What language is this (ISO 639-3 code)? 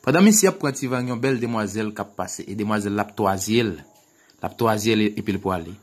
hat